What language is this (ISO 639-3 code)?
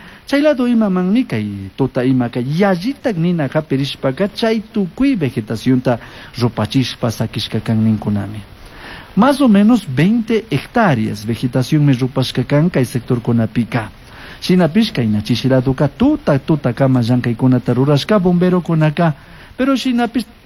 qug